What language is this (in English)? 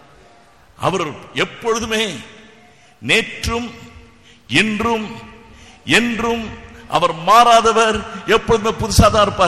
Tamil